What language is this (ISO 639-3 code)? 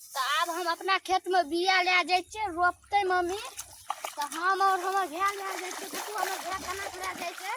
mai